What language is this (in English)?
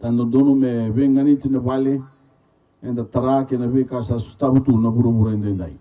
Fijian